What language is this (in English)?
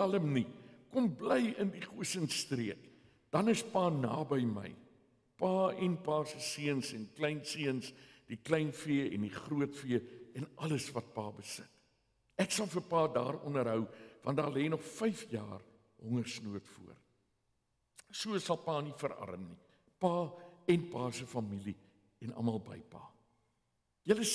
Afrikaans